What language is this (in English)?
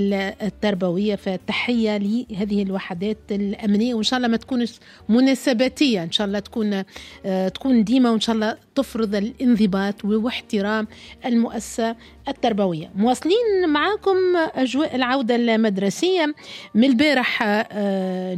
Tunisian Arabic